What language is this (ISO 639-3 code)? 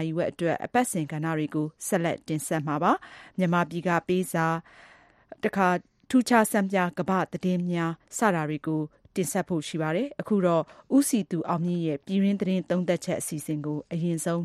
mya